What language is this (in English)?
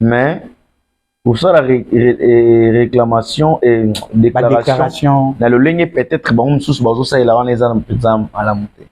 Lingala